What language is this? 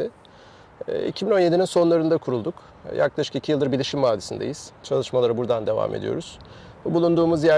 Turkish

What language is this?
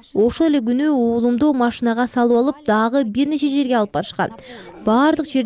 Kyrgyz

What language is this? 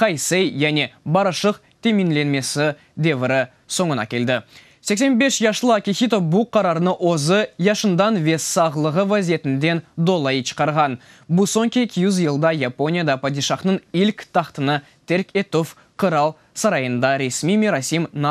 Crimean Tatar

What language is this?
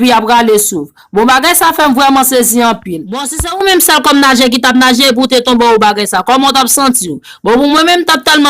Haitian Creole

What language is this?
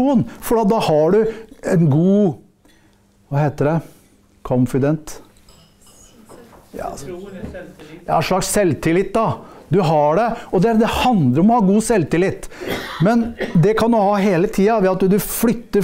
Norwegian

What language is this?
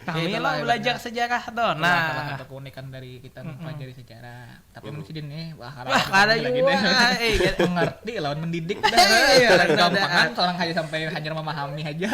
Banjar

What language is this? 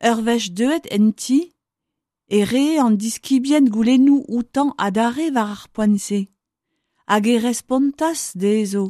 Breton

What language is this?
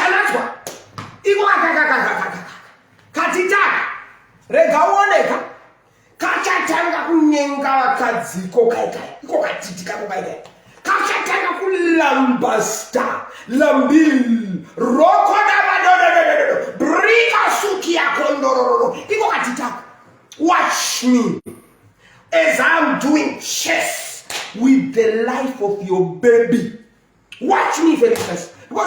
Shona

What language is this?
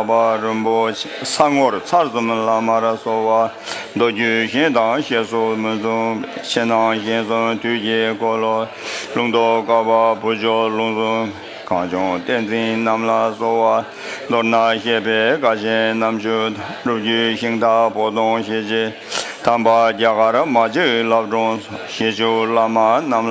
Tibetan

